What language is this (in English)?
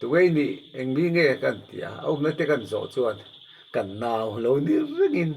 Mizo